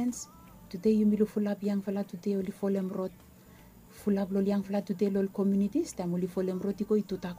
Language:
Bislama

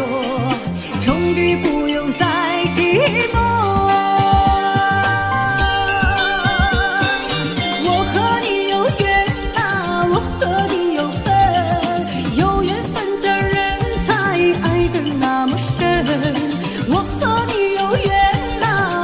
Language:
Chinese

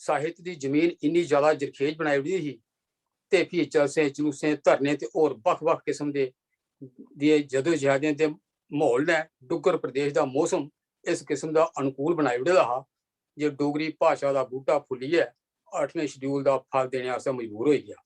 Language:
Dogri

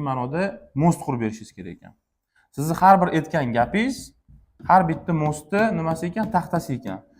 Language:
Uzbek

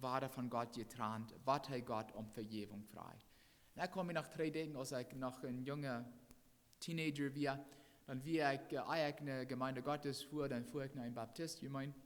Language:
Plautdietsch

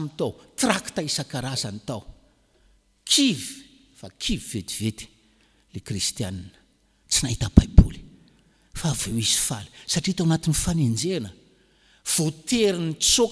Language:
Malagasy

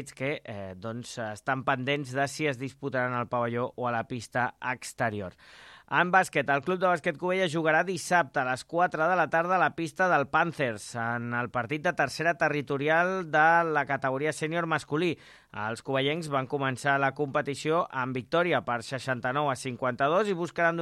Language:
Catalan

